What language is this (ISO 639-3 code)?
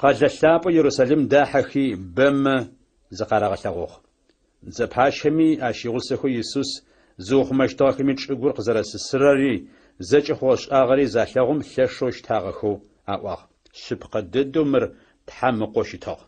ady